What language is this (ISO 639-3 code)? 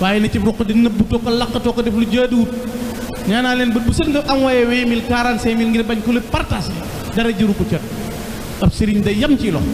wol